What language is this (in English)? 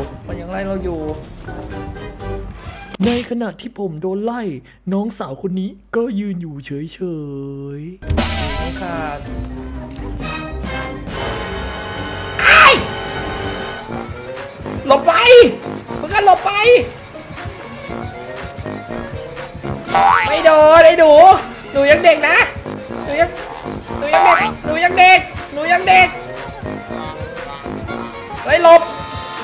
Thai